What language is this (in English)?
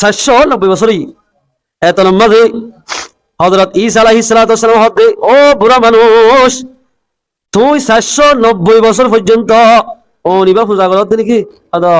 Rohingya